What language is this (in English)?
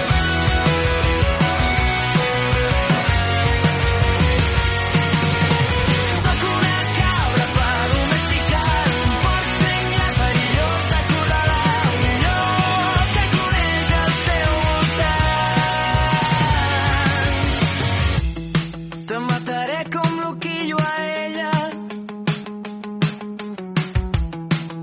Catalan